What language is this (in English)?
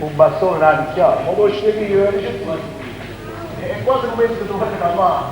Neapolitan